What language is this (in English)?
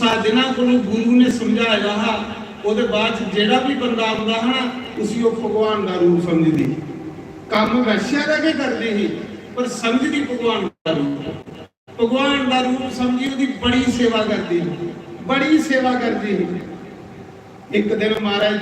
Dogri